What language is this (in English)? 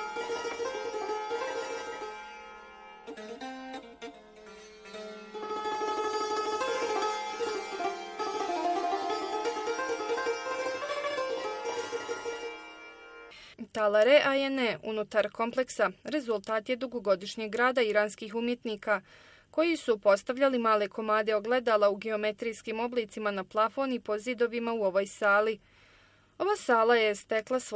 Bosnian